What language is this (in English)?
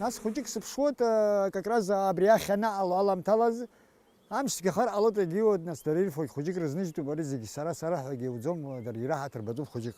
Abkhazian